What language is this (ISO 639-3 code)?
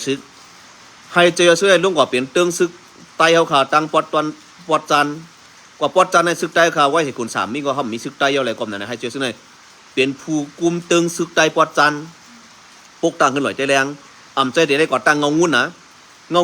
shn